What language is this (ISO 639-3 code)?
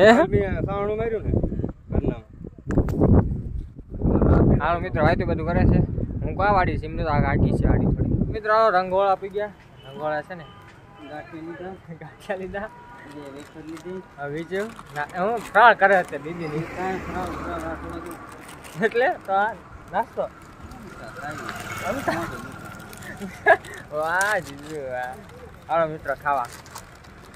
guj